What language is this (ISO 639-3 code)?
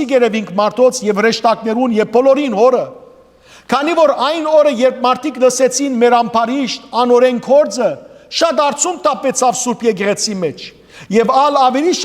hyw